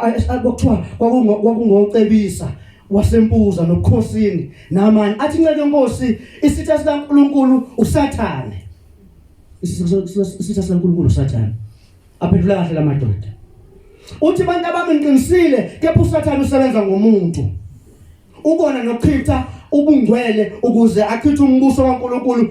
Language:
Zulu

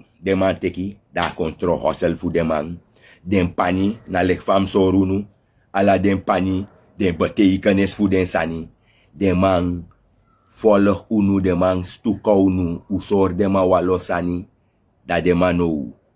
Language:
Sranan Tongo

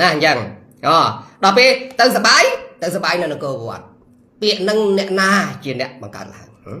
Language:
Khmer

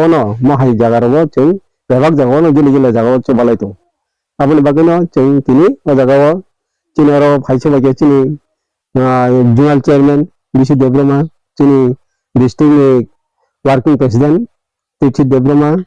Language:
Kok Borok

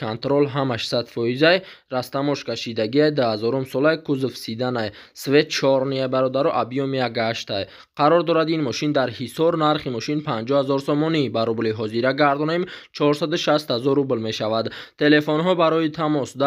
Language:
Tajik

